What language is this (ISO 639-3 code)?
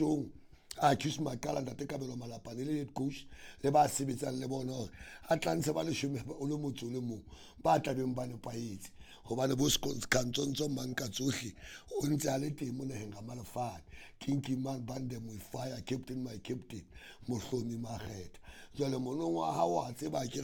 sot